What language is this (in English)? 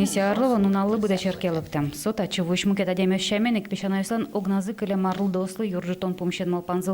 Udmurt